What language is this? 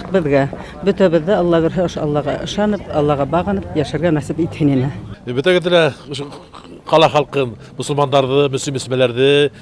Bashkir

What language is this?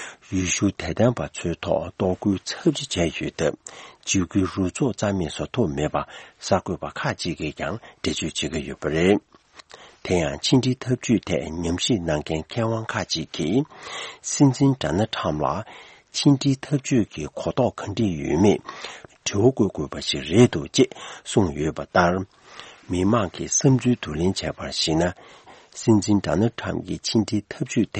Tibetan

